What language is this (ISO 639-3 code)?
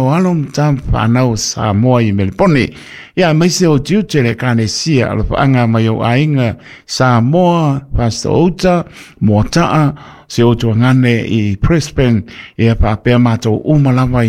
smo